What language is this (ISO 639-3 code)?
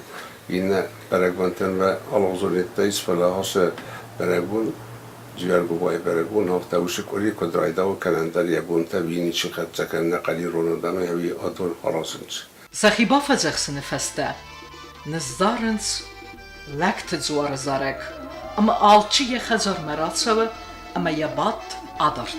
oss